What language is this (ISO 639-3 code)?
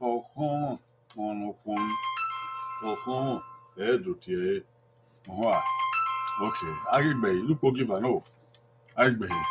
bin